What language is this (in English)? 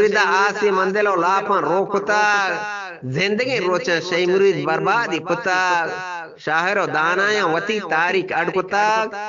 Eastern Balochi